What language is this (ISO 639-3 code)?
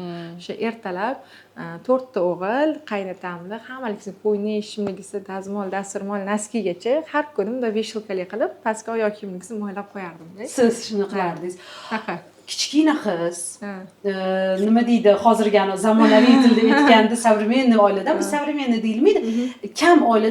uzb